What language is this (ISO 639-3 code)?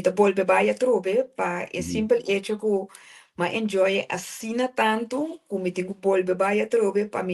pap